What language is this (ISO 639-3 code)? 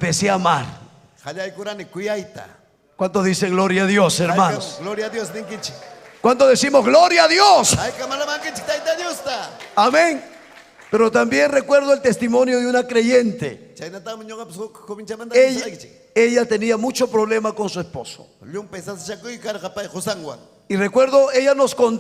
quy